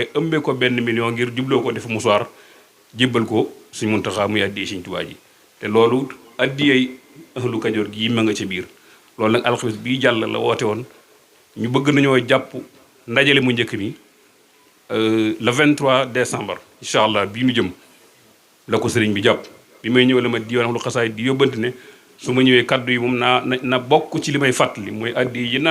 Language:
Wolof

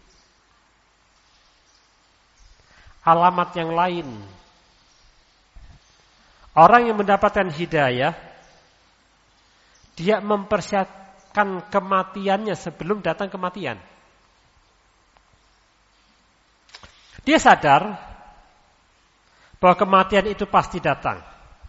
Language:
Indonesian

